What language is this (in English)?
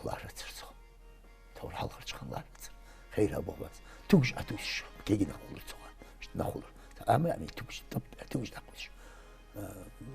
Ingush